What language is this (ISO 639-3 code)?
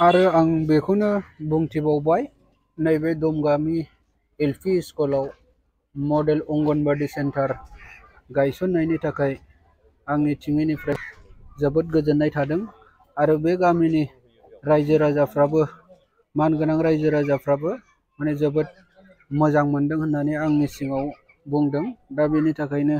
brx